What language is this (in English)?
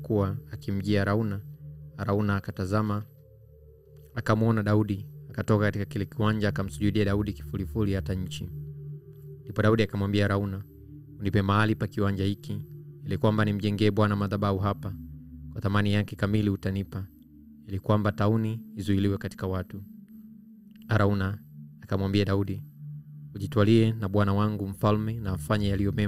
Swahili